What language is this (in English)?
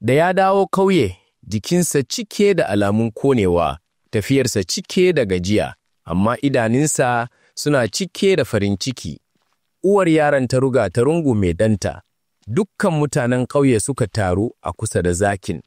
Hausa